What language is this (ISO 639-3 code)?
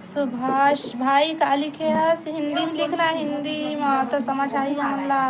hne